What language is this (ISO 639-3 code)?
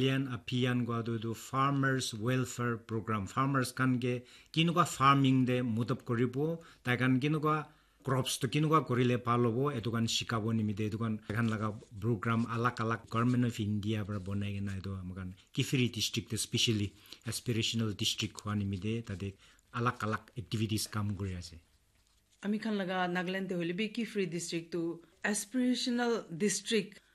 nag